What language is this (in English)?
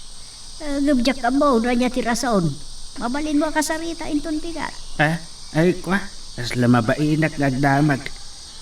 Iloko